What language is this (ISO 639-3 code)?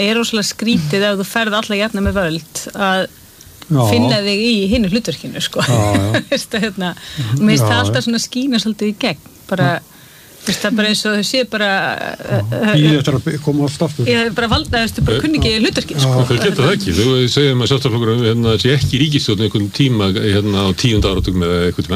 isl